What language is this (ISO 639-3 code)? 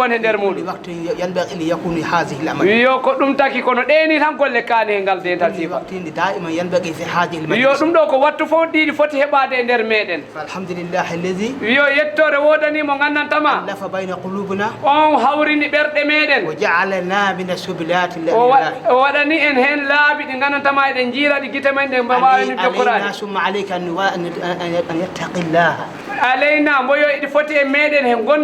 ful